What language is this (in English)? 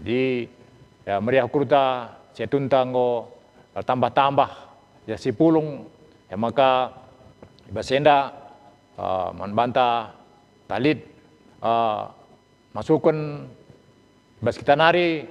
Batak Karo